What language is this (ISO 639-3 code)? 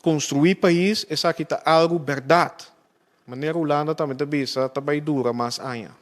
pap